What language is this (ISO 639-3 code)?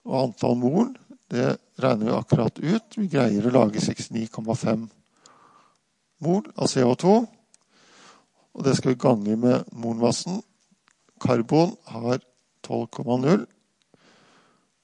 nor